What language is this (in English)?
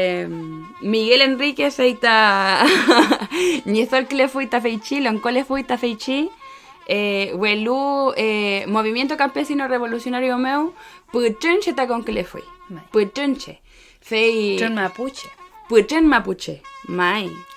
Mapuche